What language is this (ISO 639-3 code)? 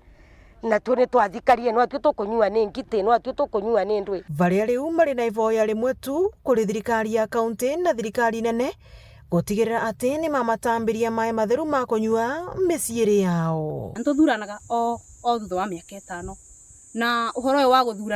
mer